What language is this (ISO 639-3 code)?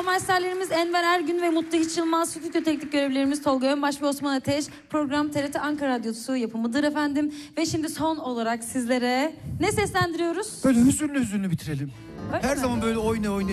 tur